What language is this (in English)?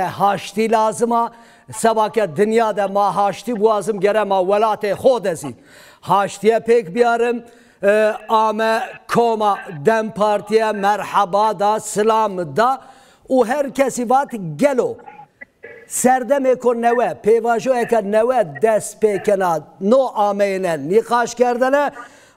Kurdish